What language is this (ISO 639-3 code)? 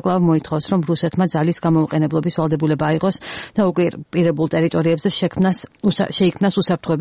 kat